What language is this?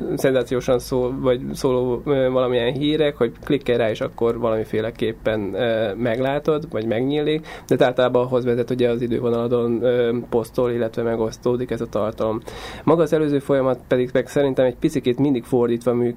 Hungarian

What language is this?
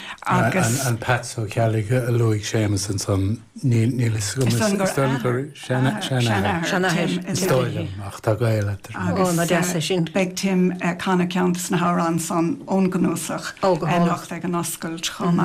Irish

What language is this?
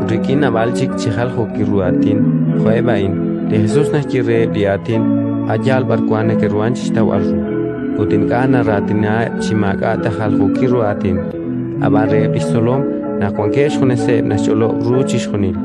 Kekchí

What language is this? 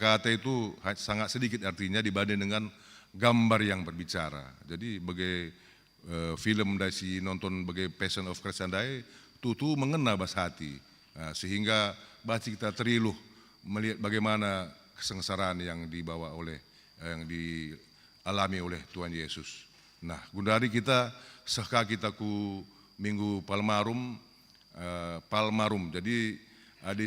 Batak Karo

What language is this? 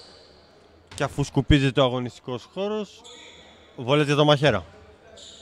Greek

